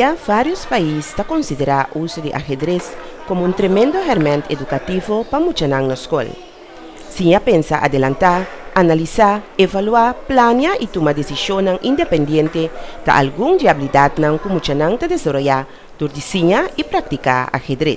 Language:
Papiamento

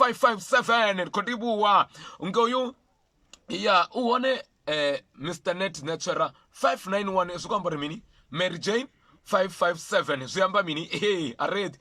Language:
Venda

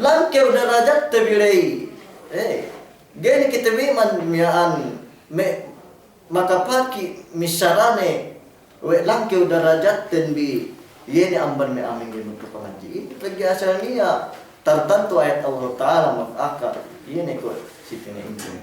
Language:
Yakan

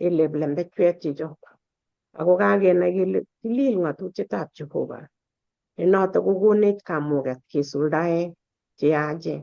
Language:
Kalenjin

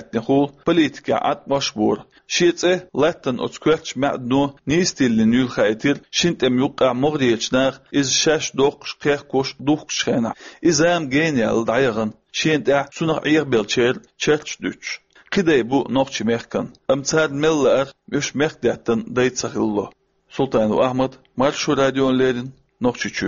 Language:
Chechen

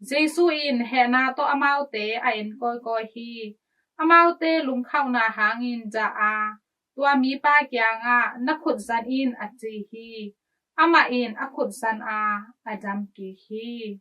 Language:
Tedim Chin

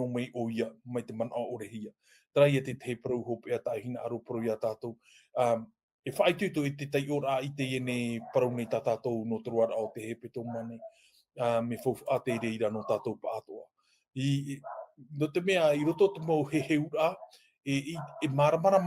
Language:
Tahitian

